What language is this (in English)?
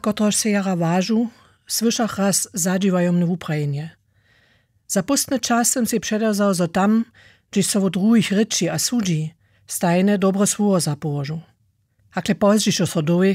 Upper Sorbian